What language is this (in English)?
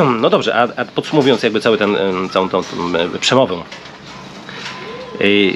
Polish